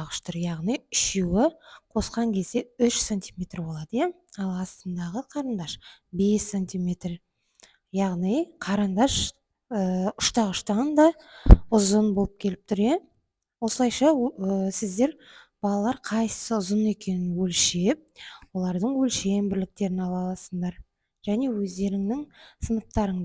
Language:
Kazakh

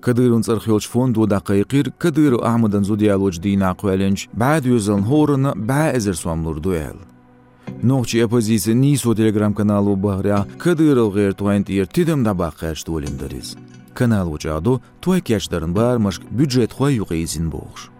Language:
Chechen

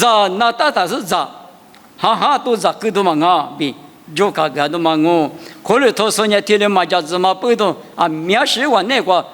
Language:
Lisu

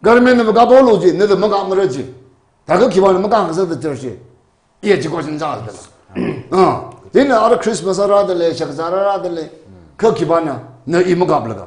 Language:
Tangkhul Naga (India)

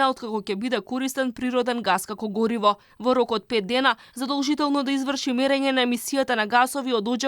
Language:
Macedonian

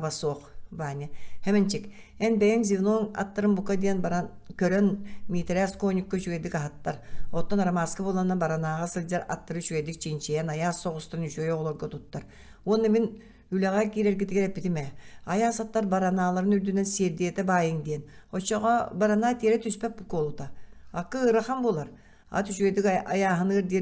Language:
Yakut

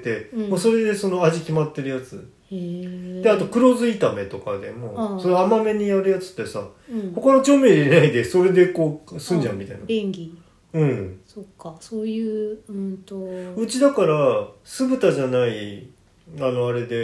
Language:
Japanese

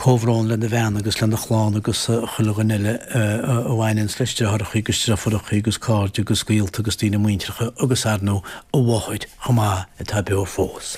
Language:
Irish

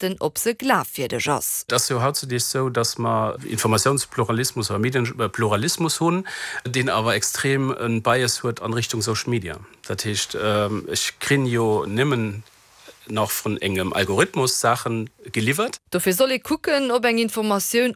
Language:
Luxembourgish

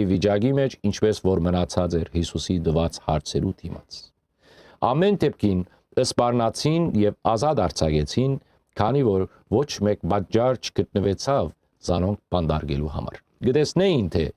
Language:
Western Armenian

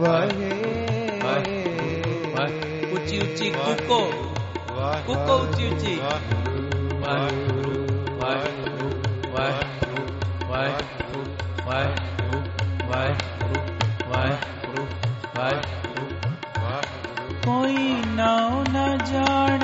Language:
Punjabi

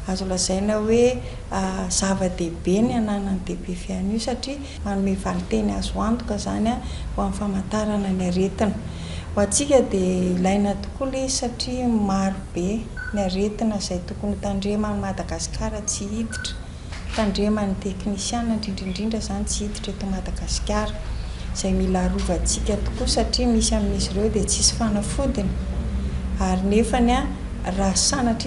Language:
Malagasy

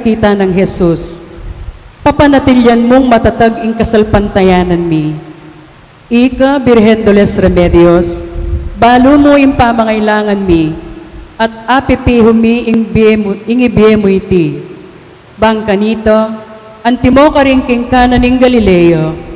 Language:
Pampanga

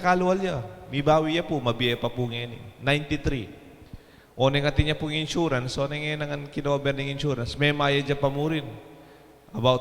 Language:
Pampanga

